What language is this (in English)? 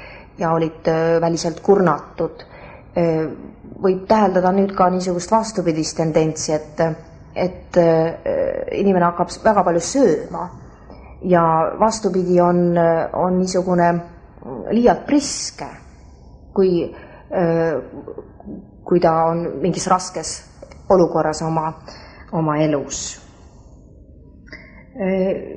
Estonian